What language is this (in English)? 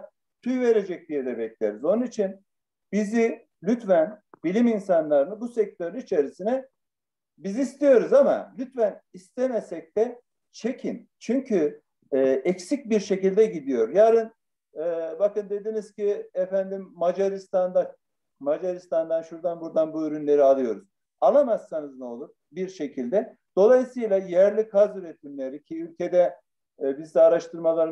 Turkish